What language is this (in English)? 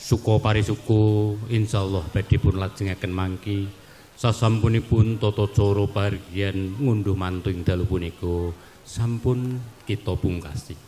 Javanese